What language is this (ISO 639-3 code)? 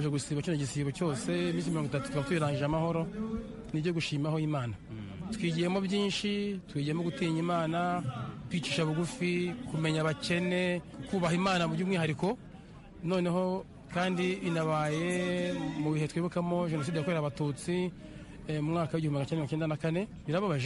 kin